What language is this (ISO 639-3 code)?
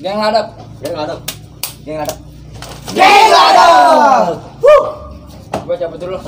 bew